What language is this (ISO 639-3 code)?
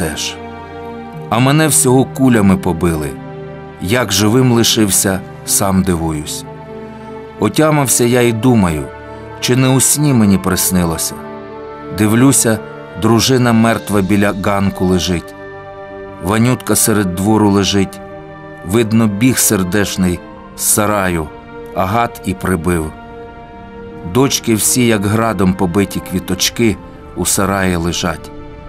ukr